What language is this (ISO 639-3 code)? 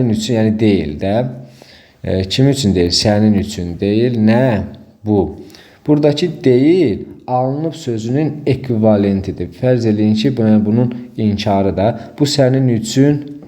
aze